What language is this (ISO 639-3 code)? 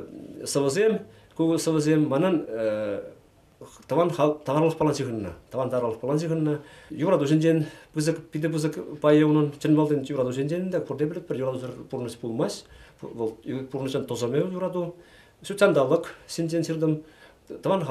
chv